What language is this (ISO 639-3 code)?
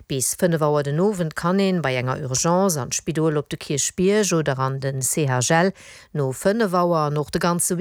ltz